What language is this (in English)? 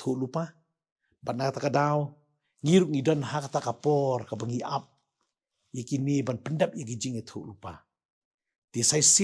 Khasi